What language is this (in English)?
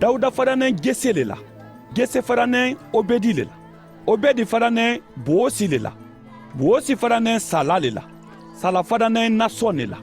Mandingo